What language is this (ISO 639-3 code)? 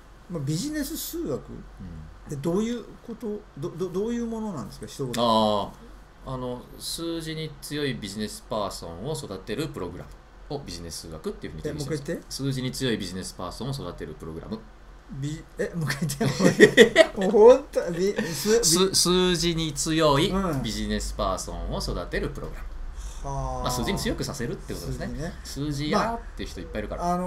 jpn